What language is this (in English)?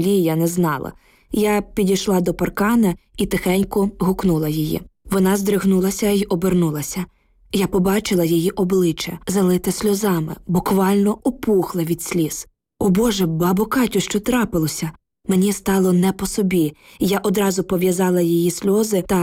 Ukrainian